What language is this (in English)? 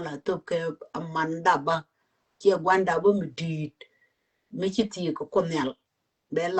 Nuer